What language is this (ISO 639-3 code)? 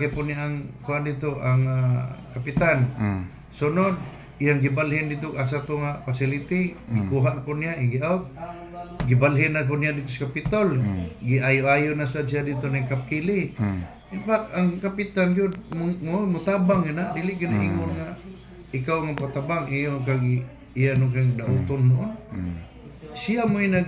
ceb